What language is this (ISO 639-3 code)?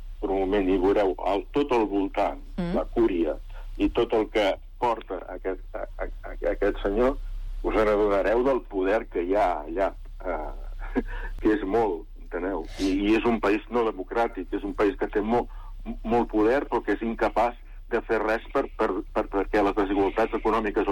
cat